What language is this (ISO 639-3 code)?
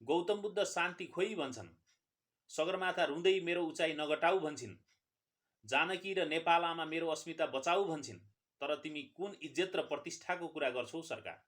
nep